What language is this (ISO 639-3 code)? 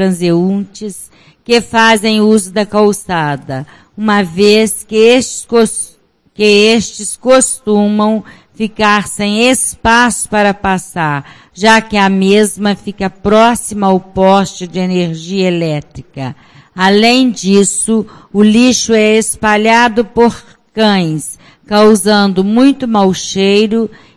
por